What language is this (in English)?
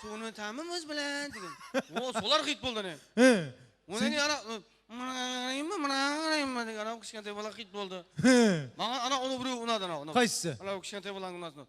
Kara-Kalpak